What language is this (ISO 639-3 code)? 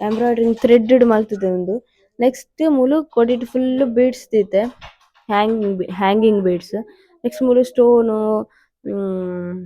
tcy